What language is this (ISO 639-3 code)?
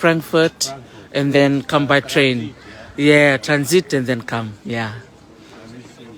fij